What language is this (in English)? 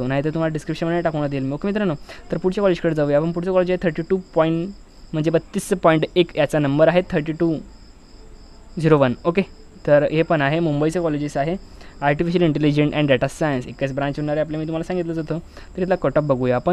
Marathi